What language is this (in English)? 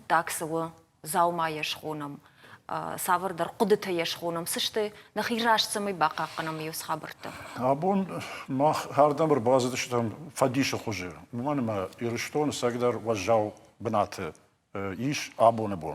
Ossetic